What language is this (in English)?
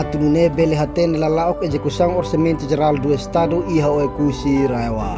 Tetum